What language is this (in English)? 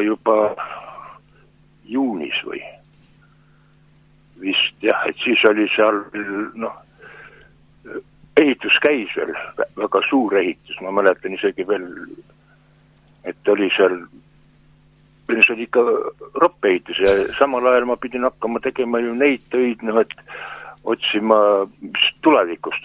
Estonian